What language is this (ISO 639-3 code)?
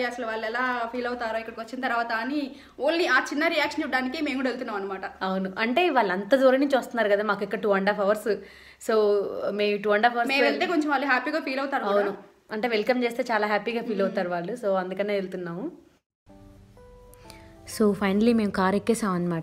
tel